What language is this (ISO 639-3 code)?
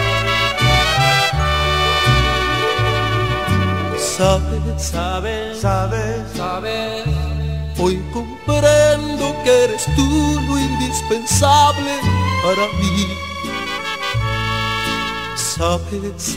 spa